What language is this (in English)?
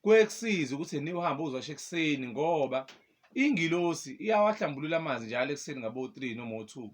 Zulu